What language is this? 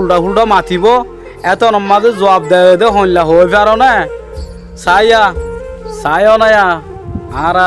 Rohingya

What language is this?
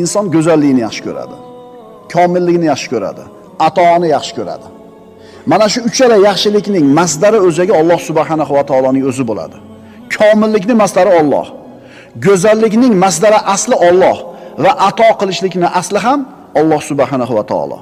Uzbek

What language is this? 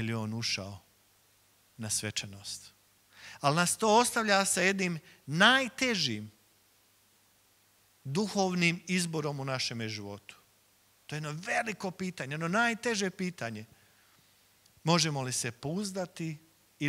Croatian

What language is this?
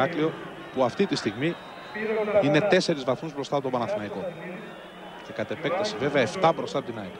Greek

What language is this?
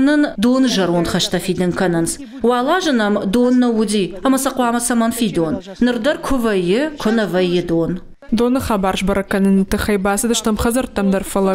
Ossetic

